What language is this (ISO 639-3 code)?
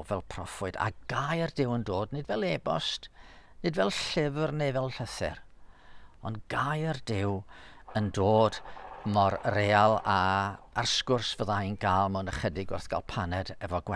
cym